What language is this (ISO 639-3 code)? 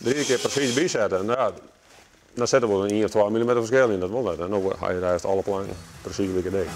fry